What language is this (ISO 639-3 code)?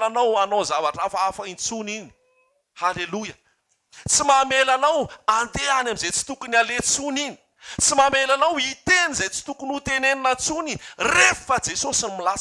mlg